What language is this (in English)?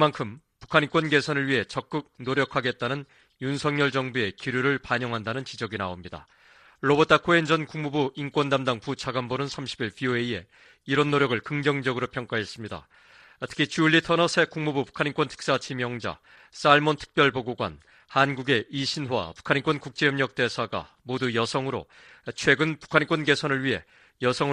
Korean